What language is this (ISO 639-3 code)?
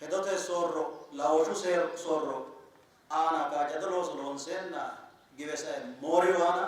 sid